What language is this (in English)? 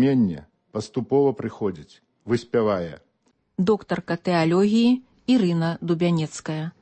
Belarusian